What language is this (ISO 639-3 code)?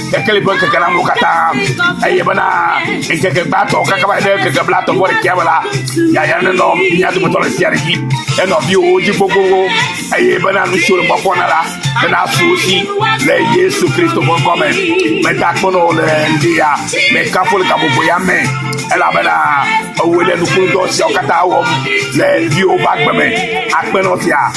ewe